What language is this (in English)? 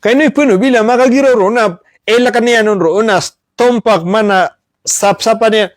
Maranao